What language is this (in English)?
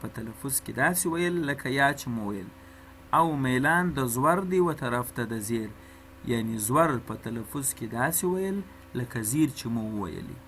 Pashto